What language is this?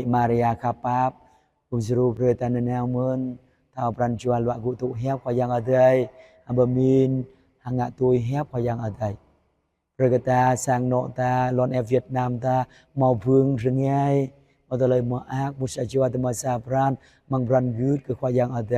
Jarai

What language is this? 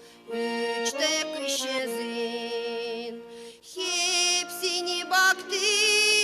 Gagauz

